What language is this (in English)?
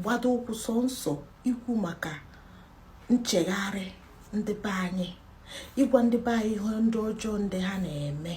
Igbo